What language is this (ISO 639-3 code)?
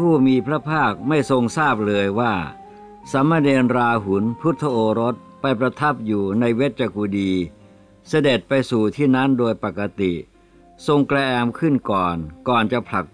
tha